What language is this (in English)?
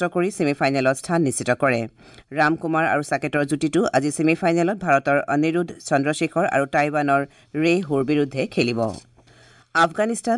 Assamese